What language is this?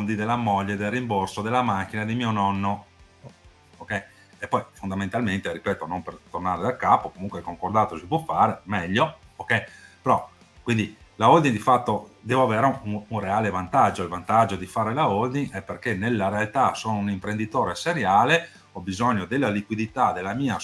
Italian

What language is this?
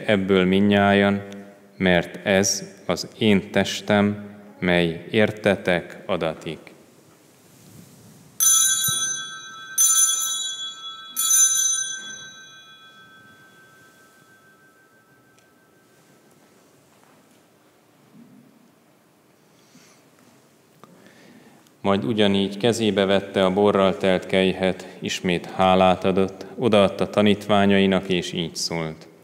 Hungarian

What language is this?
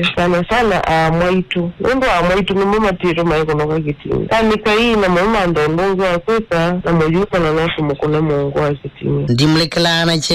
Kamba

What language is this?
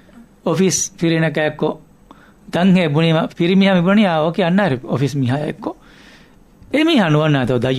Divehi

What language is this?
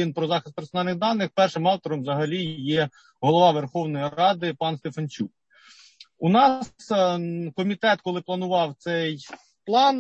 Ukrainian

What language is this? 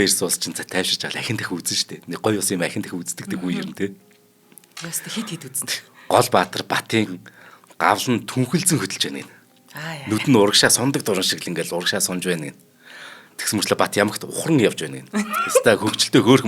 Mongolian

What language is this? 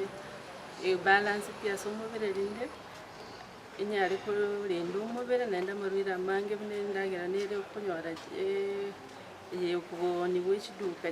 Gusii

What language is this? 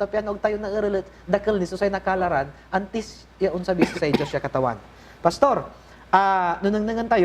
Pangasinan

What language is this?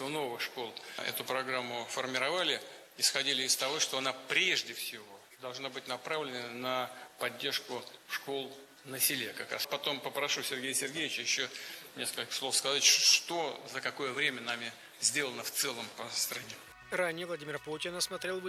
Russian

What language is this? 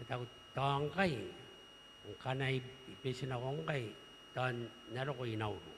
Gilbertese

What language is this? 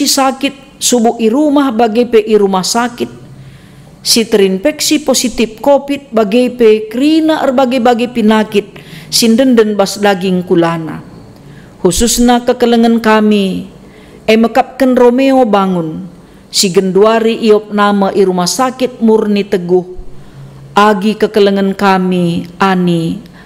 Batak Karo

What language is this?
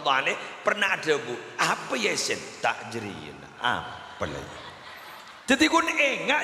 Madurese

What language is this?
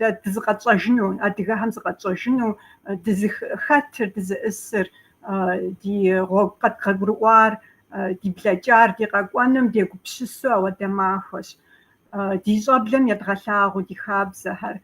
Kabardian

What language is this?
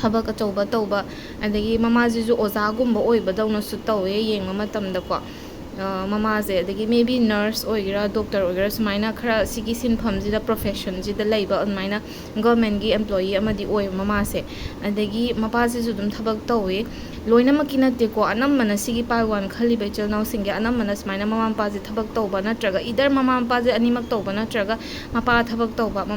Manipuri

